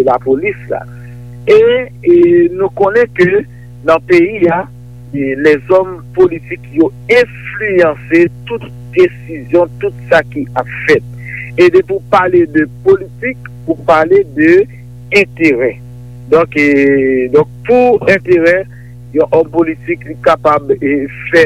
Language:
Haitian Creole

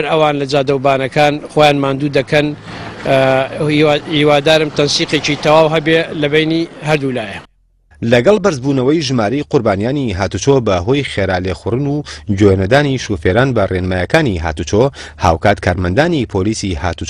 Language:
Central Kurdish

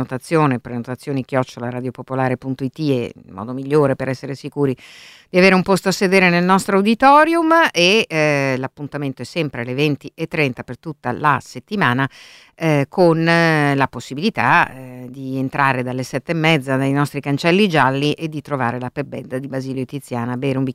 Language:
Italian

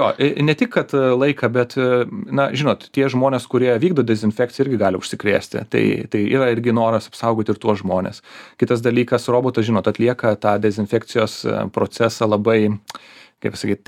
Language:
Lithuanian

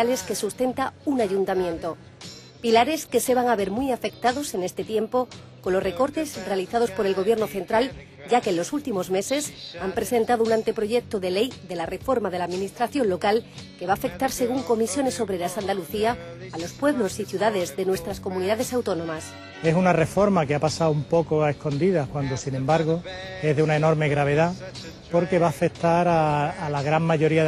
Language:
Spanish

